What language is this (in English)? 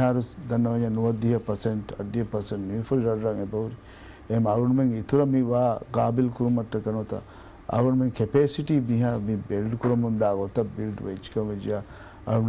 Divehi